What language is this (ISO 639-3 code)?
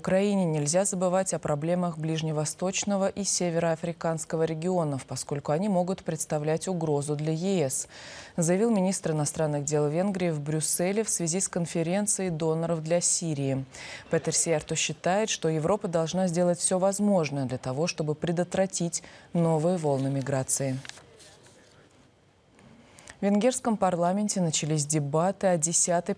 rus